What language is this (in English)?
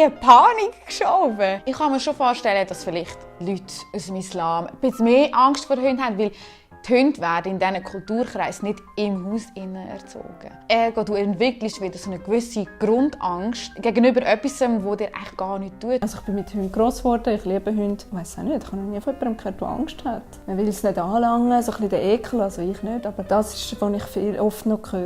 Swiss German